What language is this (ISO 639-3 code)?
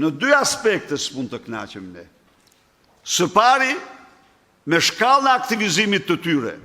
sqi